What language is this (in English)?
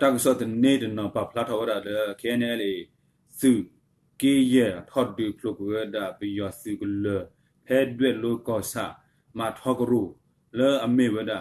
S'gaw Karen